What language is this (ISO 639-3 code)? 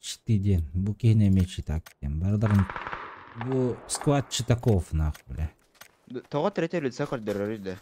sah